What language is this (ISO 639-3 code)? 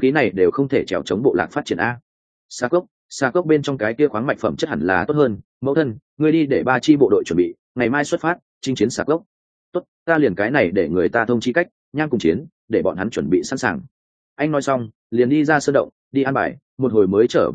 vie